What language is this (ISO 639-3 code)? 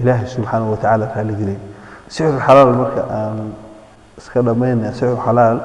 som